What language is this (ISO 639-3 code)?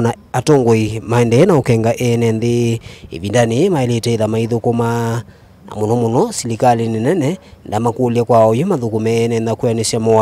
kam